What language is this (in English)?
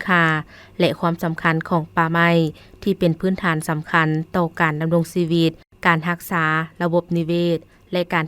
Lao